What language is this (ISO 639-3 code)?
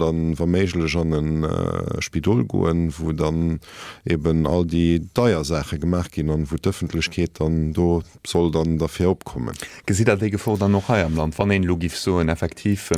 ltz